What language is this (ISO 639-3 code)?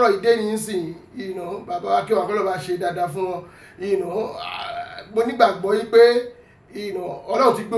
yor